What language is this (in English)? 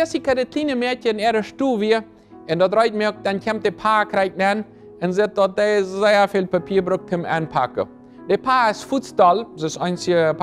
Plautdietsch